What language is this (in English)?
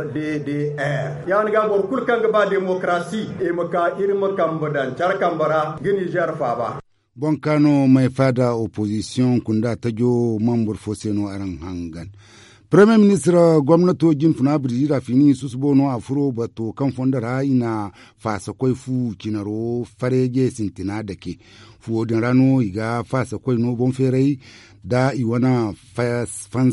Zarma